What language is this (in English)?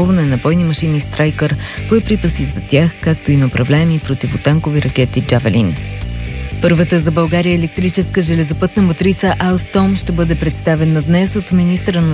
Bulgarian